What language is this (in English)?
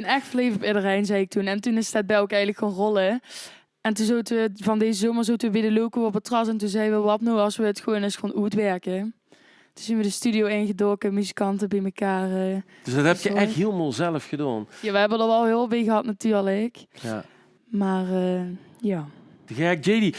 Limburgish